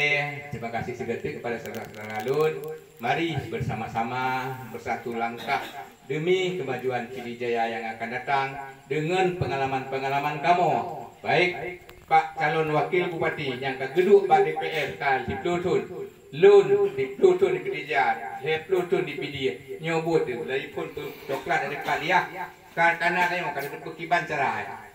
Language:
Achinese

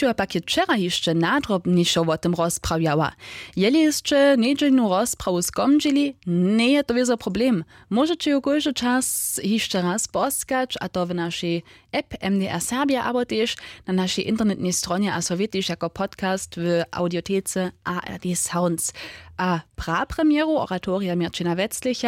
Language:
Upper Sorbian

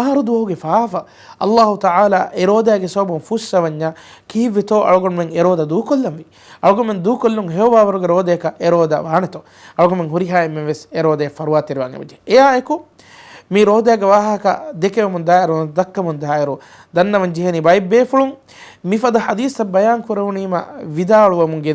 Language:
Divehi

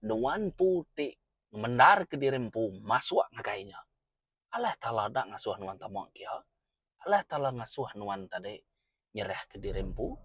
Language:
Iban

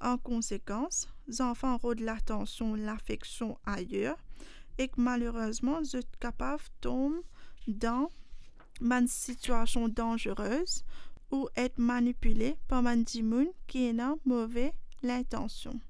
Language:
Morisyen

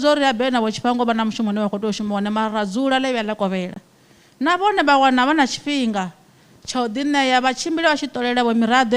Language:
Venda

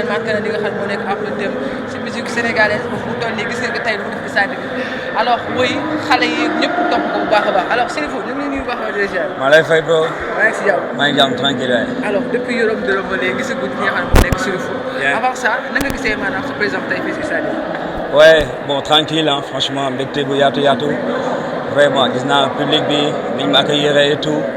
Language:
Wolof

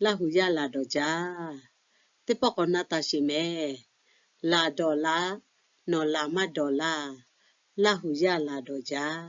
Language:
Lahu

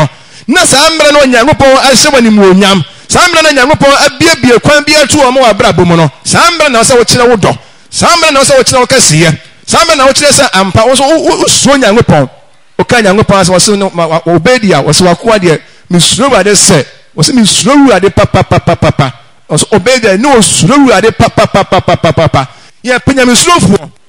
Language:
Akan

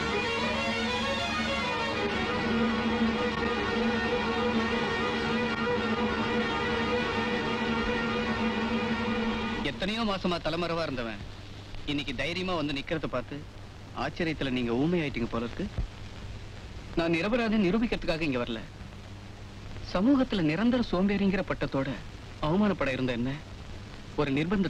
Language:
Tamil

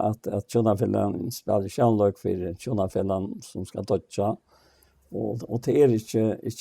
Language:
Faroese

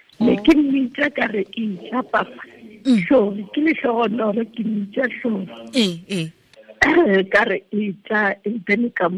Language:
Tswana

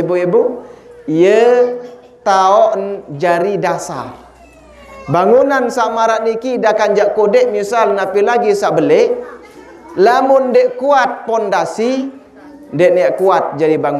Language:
Sasak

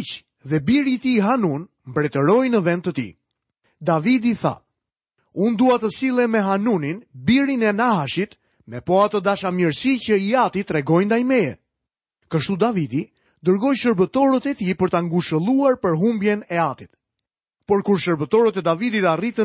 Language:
Albanian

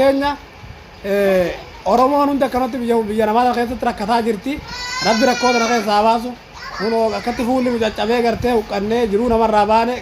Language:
Oromo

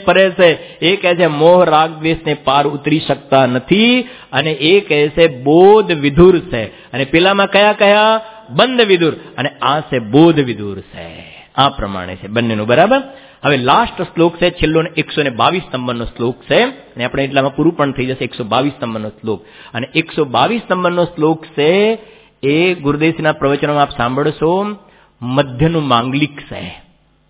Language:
Gujarati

